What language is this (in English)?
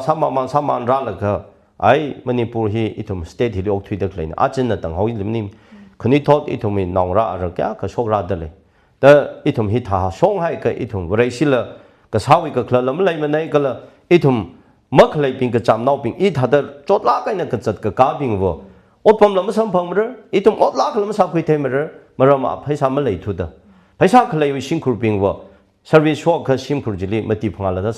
Tangkhul Naga (India)